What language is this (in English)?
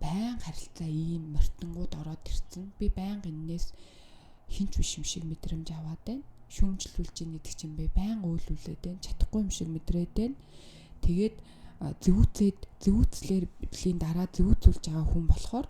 Mongolian